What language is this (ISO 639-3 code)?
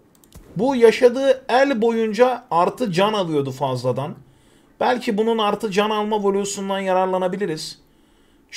tur